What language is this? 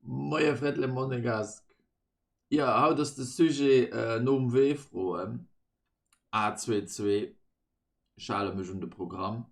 Luxembourgish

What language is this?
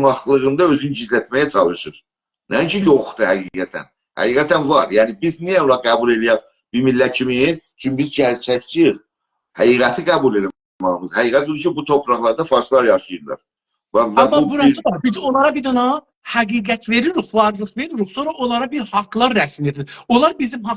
South Azerbaijani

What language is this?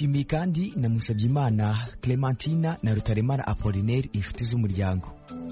Kinyarwanda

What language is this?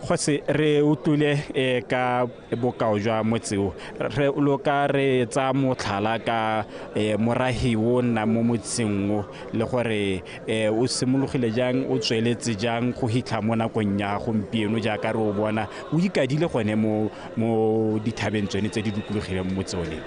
Tswana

